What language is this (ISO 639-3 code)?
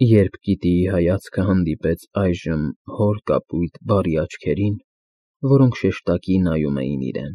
hye